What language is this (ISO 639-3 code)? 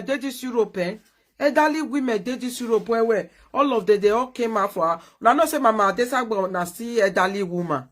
pcm